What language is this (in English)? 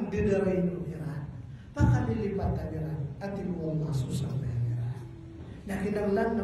Maranao